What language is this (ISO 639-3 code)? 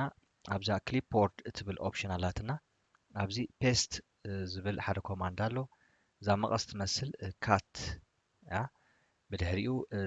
tir